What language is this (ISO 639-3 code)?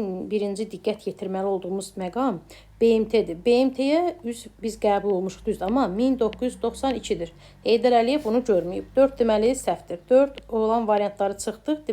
aze